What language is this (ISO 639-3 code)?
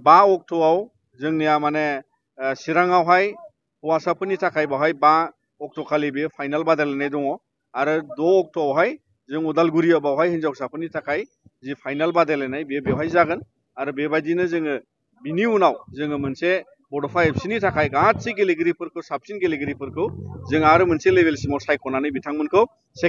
brx